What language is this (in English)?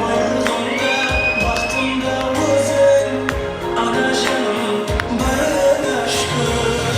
Kara-Kalpak